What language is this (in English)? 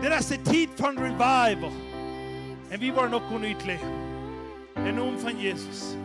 Plautdietsch